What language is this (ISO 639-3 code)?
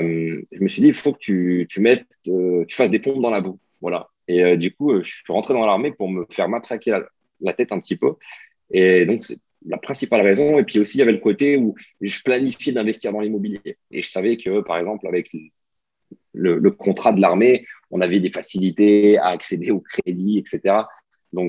fra